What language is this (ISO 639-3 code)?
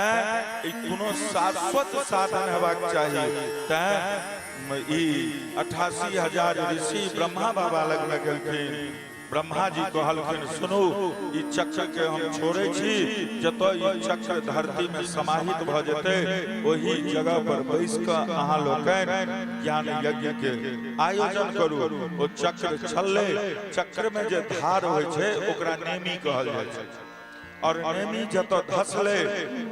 mai